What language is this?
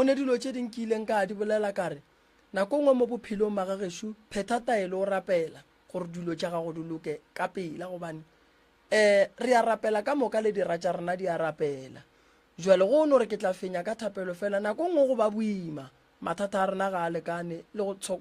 Northern Sotho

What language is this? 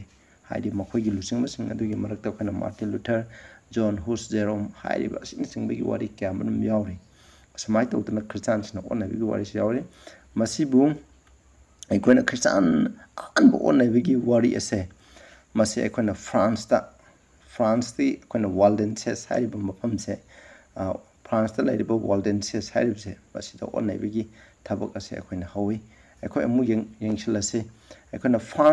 Manipuri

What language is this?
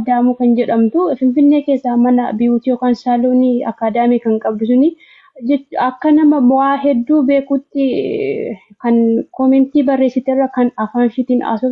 Oromo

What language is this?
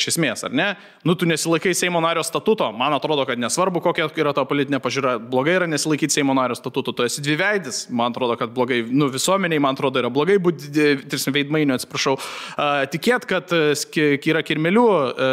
Lithuanian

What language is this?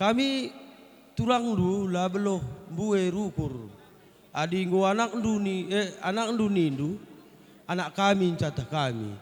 Batak Karo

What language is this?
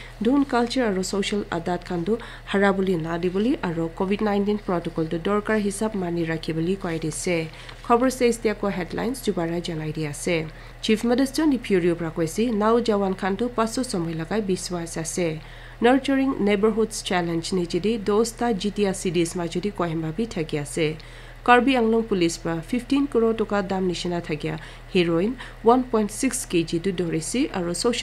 Naga Pidgin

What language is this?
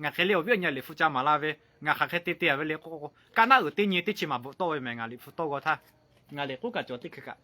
Lahu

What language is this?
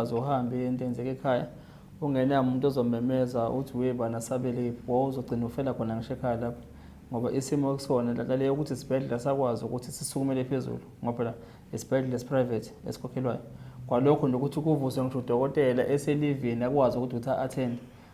Zulu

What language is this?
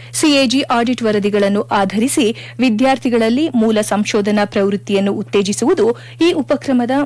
Kannada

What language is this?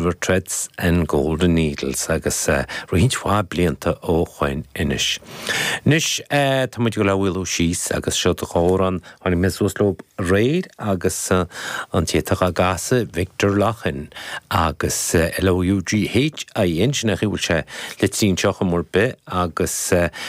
Irish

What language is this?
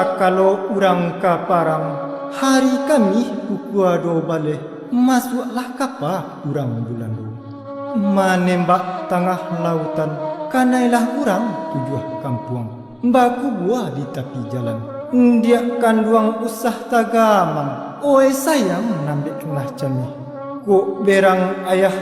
Minangkabau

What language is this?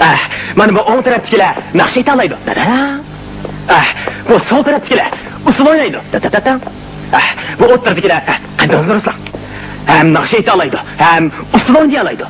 Uyghur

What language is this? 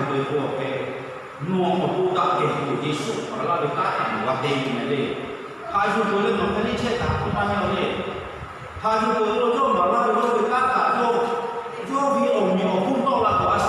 Lahu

